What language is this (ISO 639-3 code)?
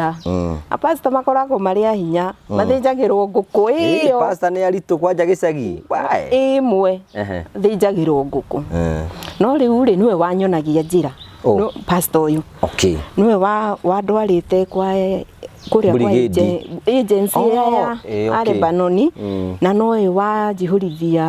kik